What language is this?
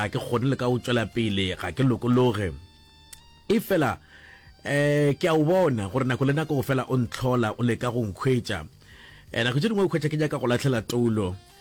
Northern Sotho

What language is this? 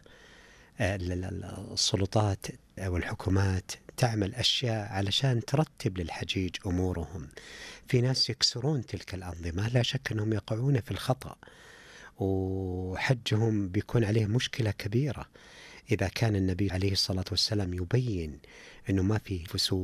Najdi Arabic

